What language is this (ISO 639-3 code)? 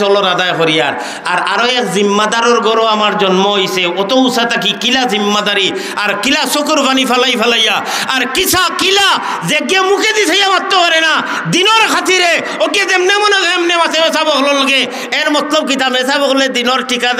syl